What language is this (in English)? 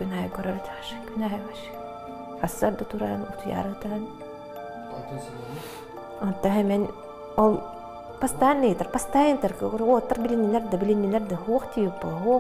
Yakut